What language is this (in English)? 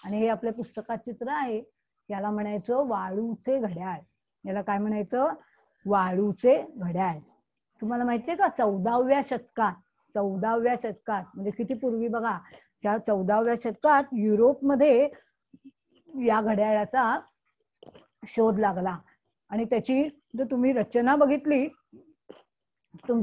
Marathi